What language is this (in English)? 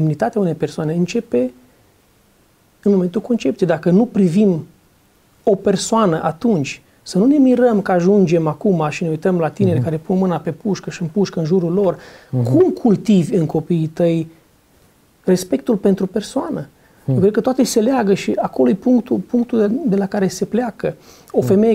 Romanian